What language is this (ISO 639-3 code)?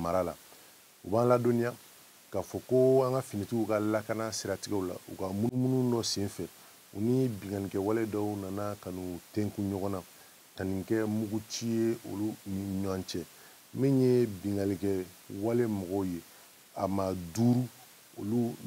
bam